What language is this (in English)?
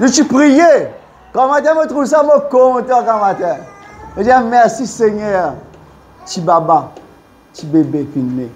Morisyen